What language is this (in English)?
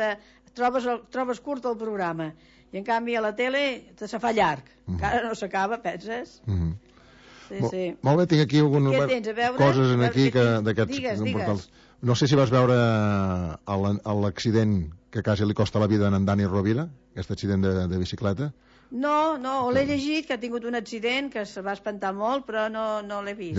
Catalan